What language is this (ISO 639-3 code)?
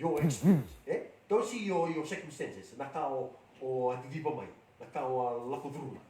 fij